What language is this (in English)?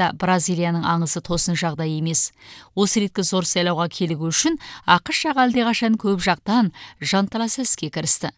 Kazakh